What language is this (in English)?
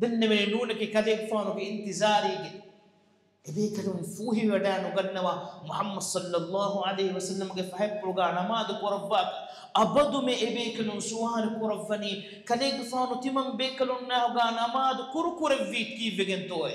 Divehi